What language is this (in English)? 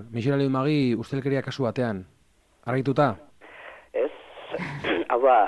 Basque